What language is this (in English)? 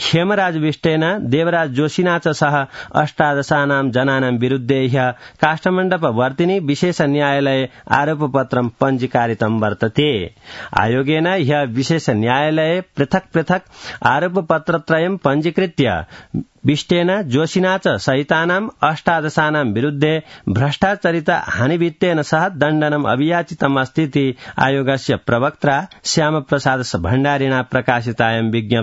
Sanskrit